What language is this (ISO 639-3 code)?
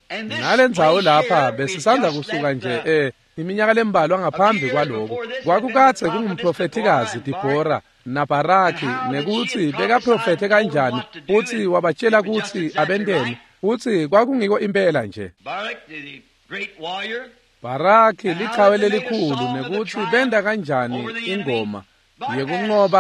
ssw